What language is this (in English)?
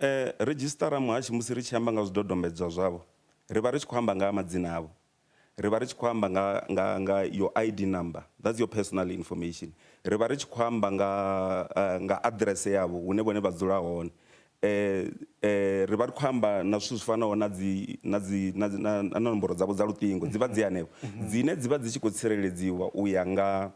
Venda